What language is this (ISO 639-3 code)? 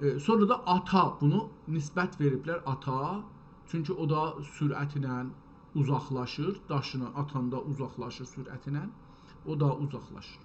azb